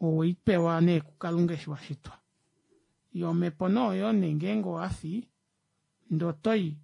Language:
Kuanyama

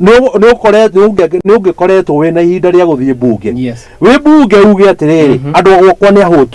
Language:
Kikuyu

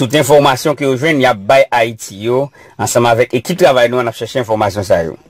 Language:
Haitian Creole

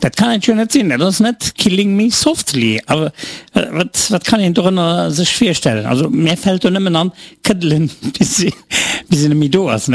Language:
Luxembourgish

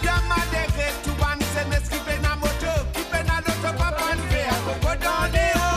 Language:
Morisyen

